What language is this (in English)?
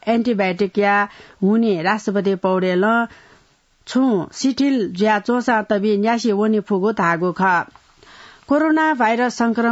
Newari